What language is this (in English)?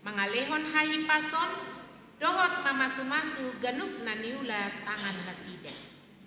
Batak Toba